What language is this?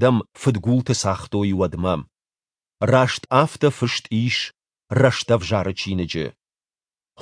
Ossetic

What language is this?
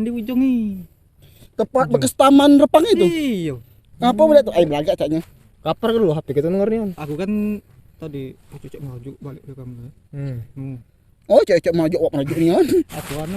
Musi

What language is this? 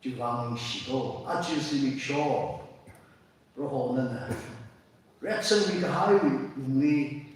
Tangkhul Naga (India)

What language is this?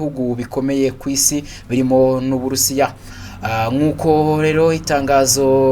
Kinyarwanda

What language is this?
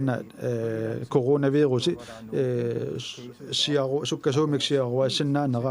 Kalaallisut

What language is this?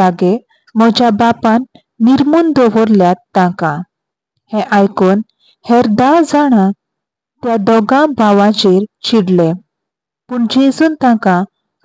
Konkani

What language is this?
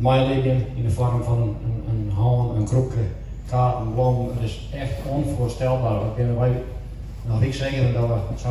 Western Frisian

